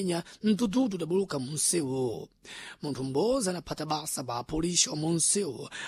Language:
Sena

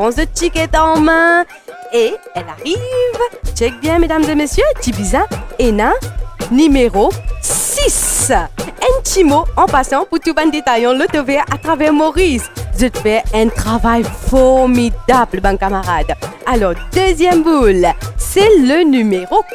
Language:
Morisyen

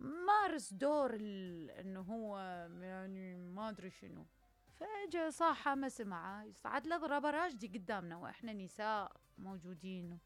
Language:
Mesopotamian Arabic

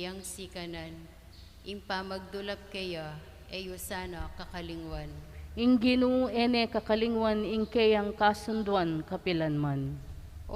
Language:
Pampanga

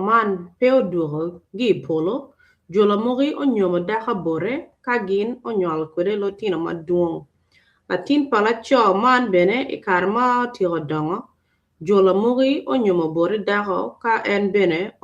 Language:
Acoli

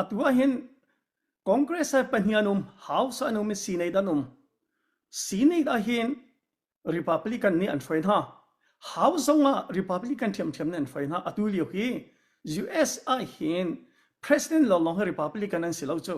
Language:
Hakha Chin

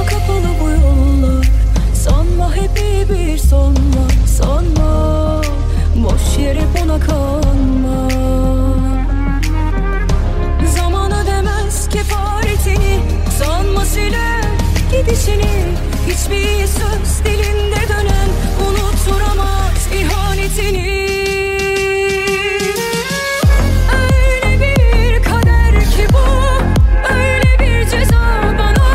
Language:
Turkish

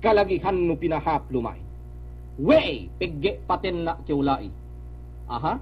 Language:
Yakan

